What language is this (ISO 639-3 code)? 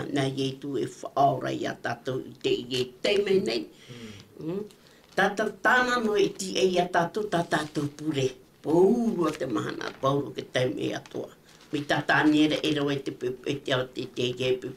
tah